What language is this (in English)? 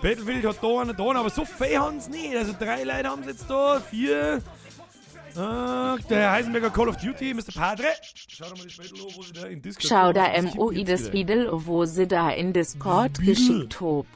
Bavarian